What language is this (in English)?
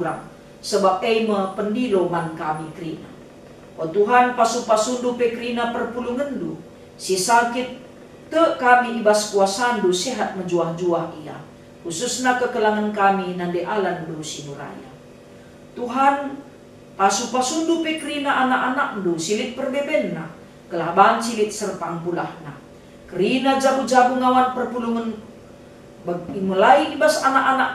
Batak Karo